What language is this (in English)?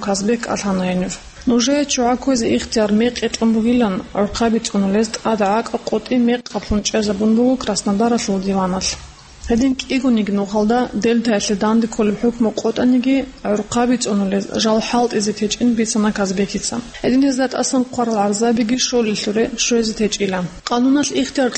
Avaric